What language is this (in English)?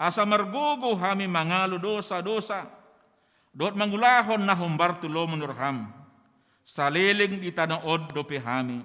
Batak Toba